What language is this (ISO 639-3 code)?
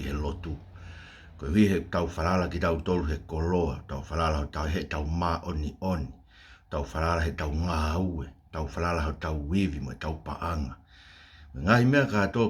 ton